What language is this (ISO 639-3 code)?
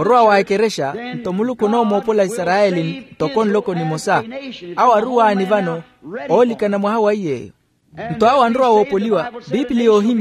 vmw